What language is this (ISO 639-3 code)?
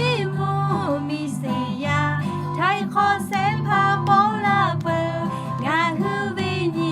lhu